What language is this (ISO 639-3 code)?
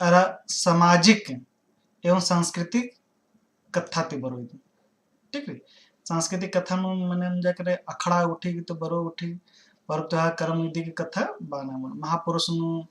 kru